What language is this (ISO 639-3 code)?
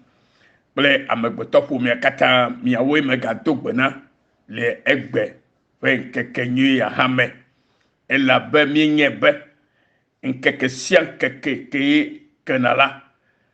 ewe